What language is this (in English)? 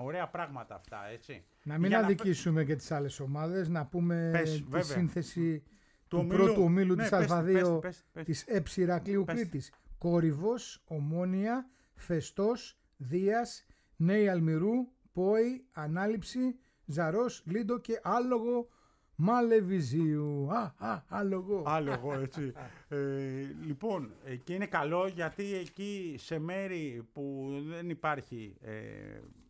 Greek